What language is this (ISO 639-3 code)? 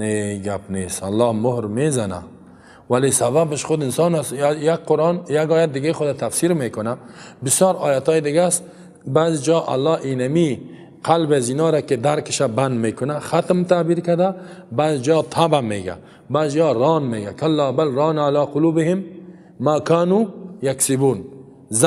fas